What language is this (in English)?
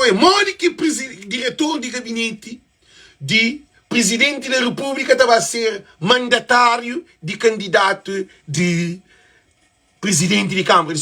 Kabuverdianu